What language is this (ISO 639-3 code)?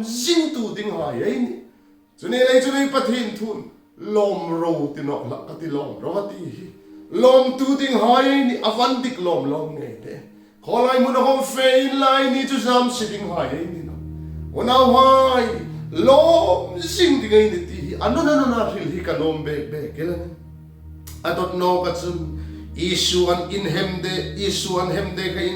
hmr